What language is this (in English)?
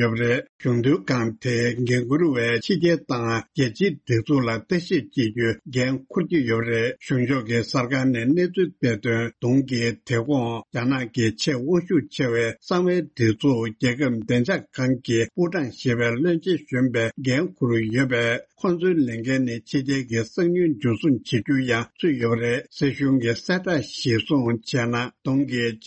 Tibetan